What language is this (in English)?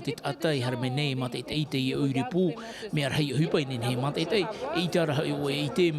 Tahitian